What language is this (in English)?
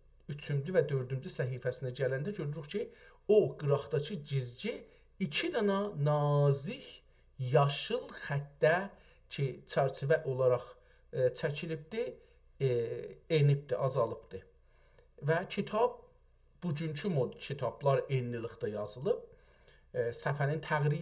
South Azerbaijani